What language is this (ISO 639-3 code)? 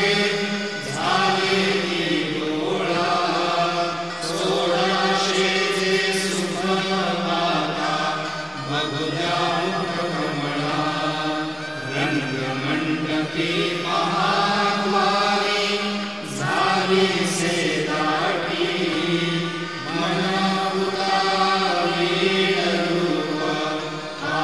mar